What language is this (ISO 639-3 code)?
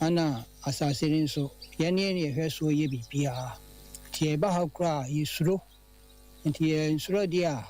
aka